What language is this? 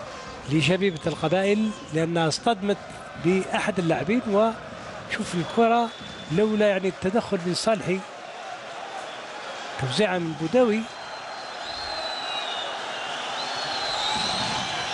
Algerian Arabic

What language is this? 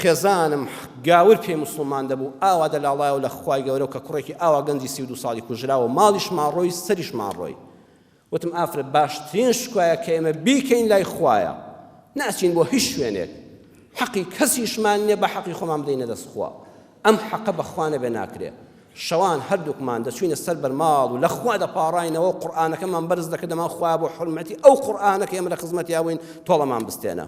Central Kurdish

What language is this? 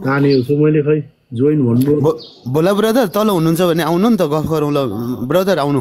Nepali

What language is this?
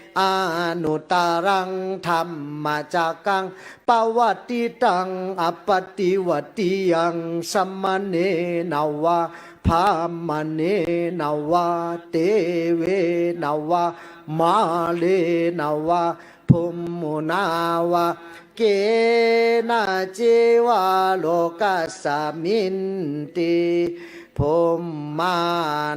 Pali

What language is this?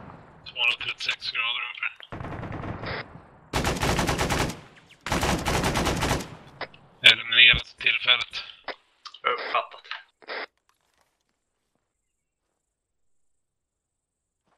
Swedish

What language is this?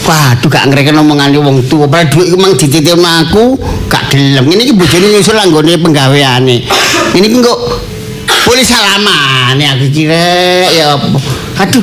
Javanese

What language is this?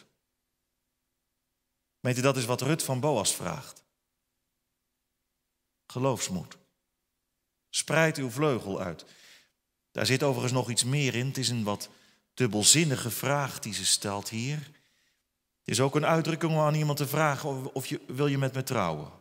Dutch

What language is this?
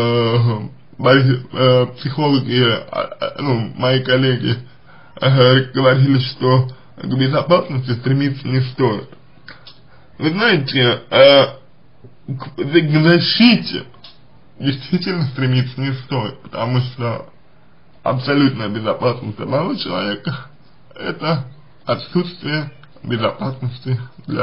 Russian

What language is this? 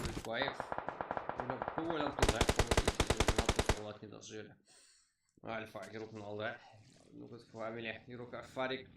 Kara-Kalpak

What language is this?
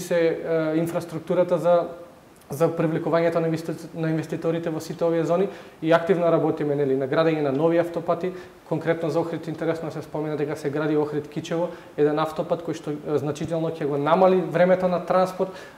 Macedonian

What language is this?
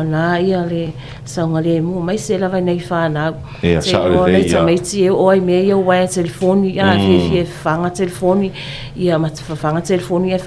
Samoan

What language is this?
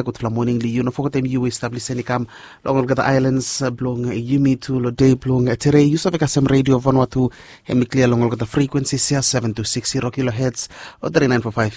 Bislama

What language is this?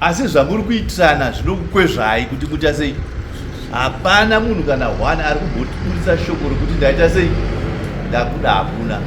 Shona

